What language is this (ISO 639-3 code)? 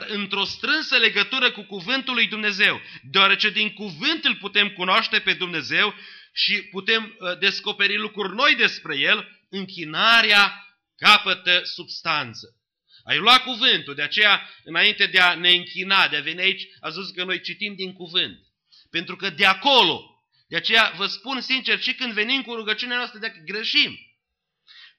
ron